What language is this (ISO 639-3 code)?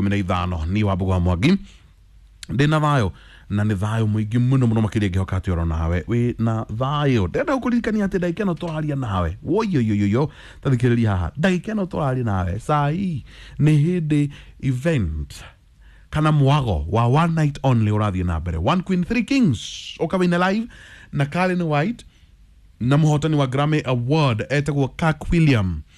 kik